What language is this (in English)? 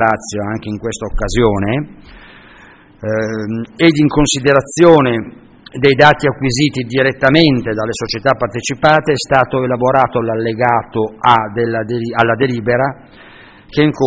Italian